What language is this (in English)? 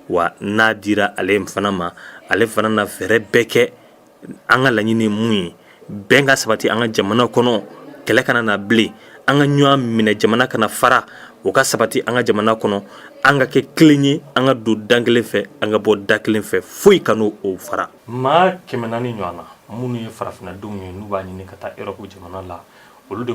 Bambara